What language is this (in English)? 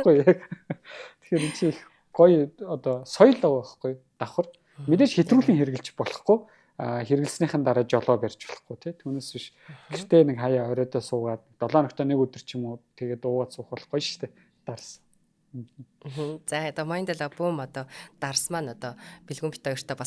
Mongolian